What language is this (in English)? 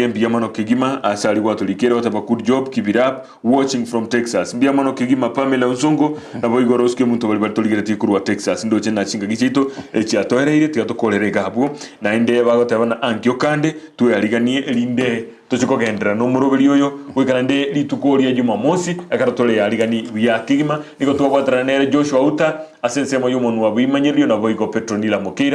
Gusii